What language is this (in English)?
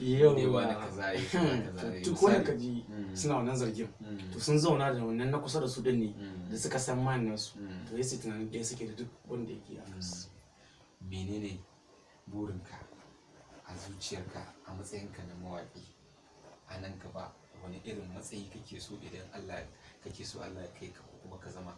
Hausa